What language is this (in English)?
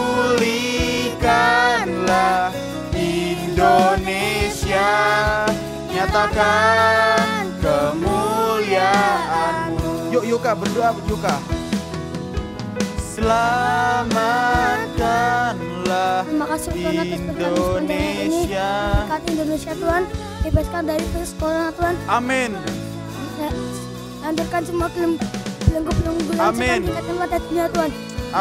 Indonesian